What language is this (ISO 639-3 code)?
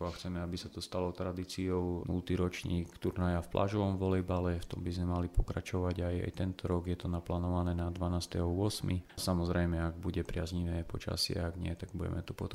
slk